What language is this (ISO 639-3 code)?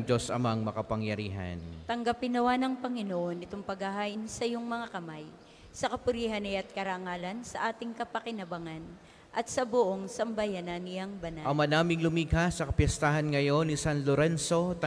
fil